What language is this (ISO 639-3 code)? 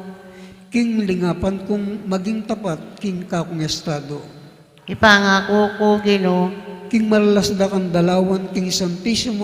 pam